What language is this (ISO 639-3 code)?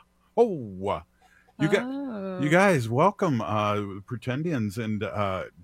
eng